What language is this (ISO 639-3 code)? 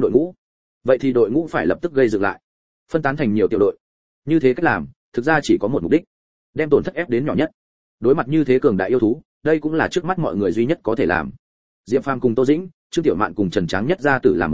vie